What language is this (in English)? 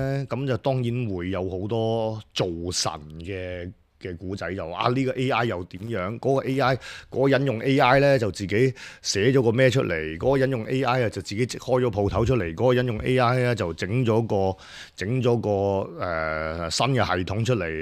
Cantonese